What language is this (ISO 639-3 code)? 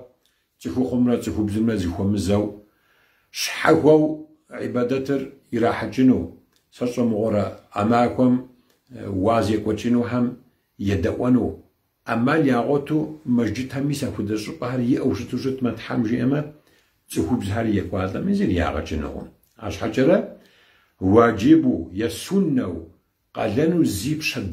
kbd